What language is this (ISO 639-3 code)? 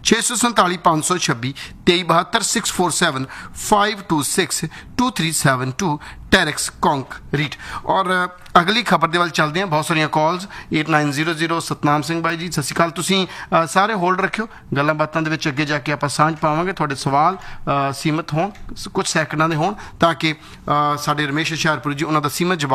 pan